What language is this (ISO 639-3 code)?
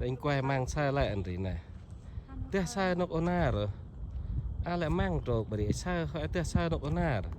cmo